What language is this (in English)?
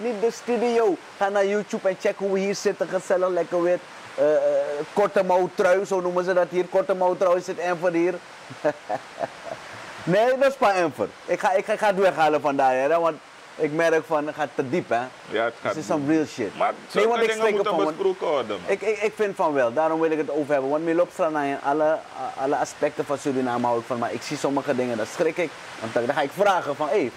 Dutch